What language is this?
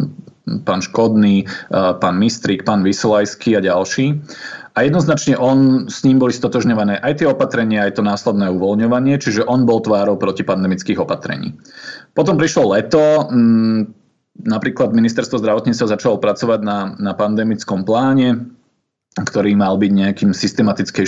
Slovak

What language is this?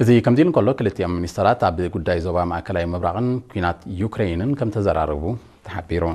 Tigrinya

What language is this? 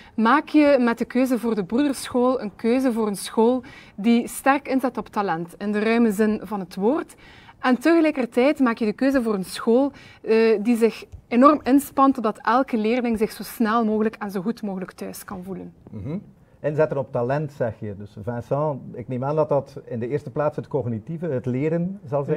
Dutch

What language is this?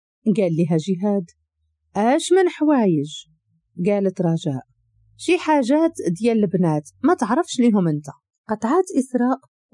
Moroccan Arabic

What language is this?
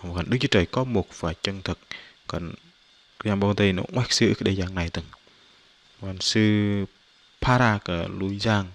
Bahnar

